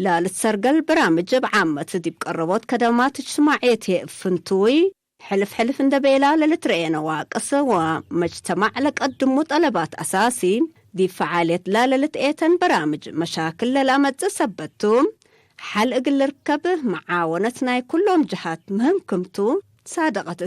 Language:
Tigre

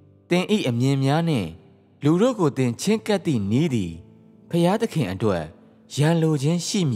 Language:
Burmese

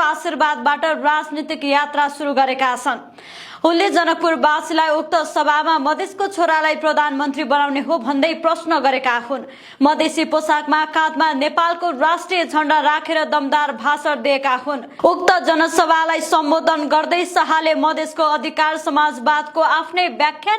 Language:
Nepali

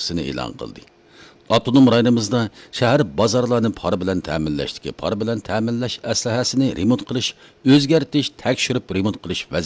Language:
Uyghur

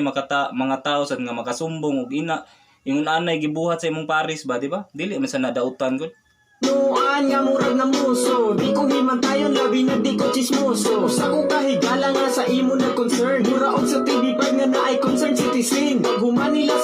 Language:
Cebuano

